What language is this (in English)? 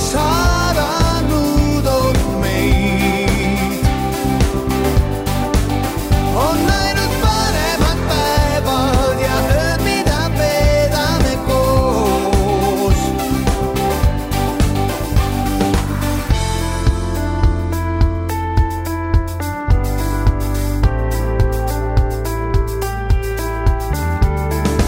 Estonian